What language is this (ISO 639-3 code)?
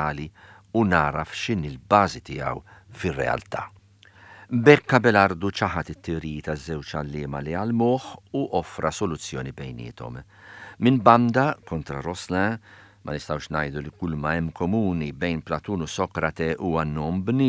mlt